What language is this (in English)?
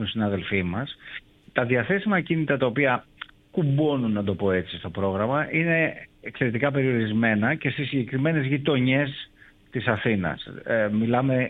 Greek